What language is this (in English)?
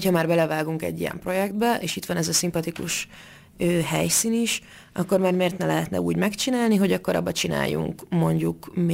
Hungarian